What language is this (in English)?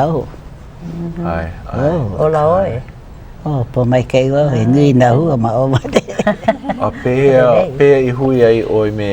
Hawaiian